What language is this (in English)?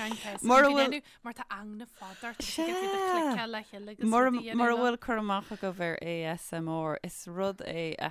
Irish